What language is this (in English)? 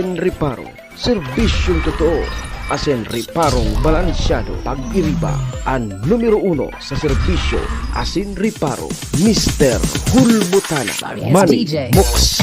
Bikol